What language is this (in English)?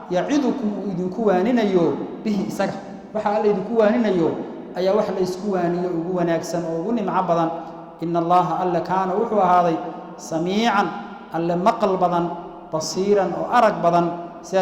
Somali